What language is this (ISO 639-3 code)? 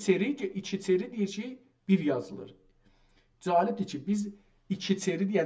azb